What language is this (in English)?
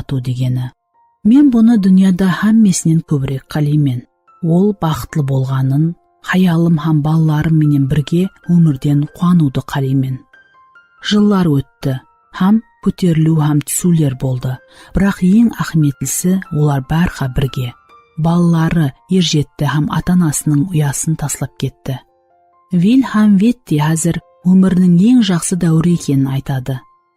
Kara-Kalpak